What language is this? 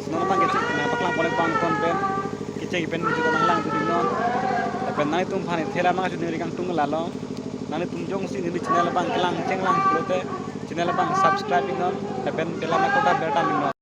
Karbi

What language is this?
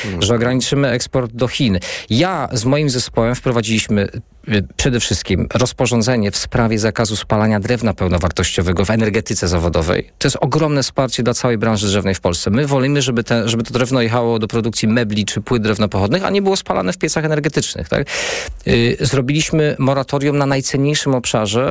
Polish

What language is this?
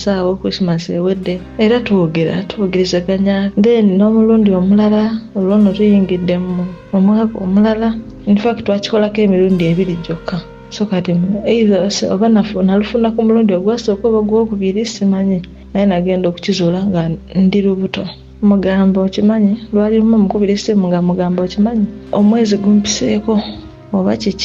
Ganda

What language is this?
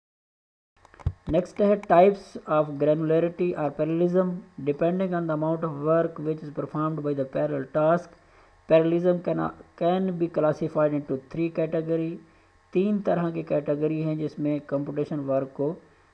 Hindi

